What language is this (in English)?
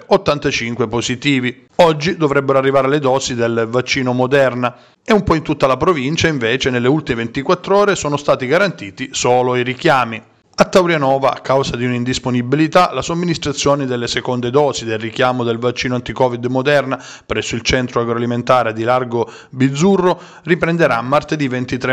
Italian